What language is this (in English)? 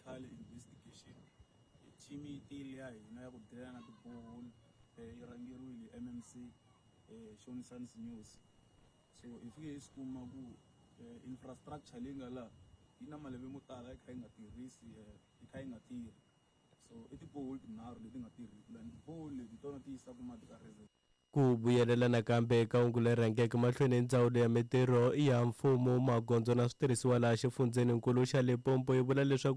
Tsonga